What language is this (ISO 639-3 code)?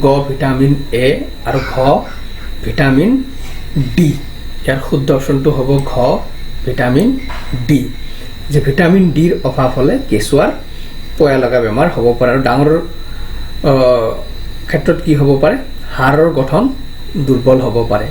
asm